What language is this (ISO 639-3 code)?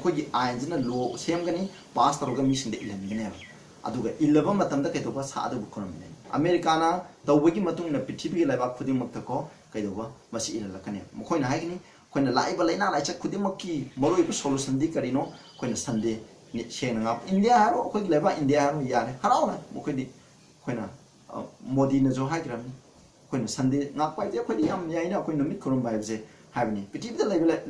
mni